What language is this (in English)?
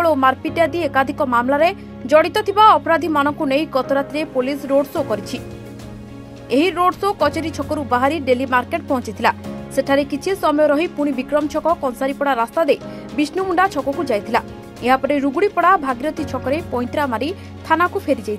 Odia